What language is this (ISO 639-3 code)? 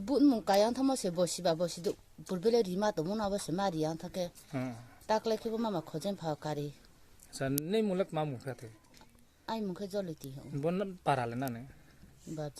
ria